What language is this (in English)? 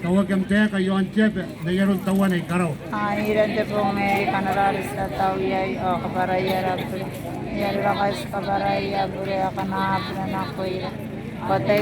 Gilbertese